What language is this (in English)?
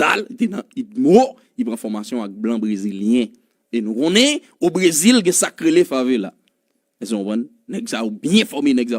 Haitian Creole